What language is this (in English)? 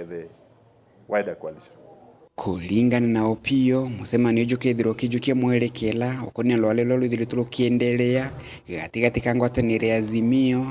Meru